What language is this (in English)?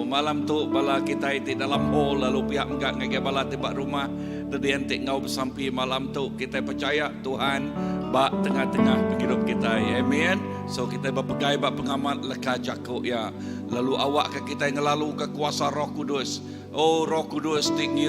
Iban